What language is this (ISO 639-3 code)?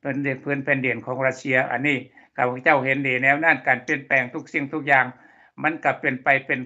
lao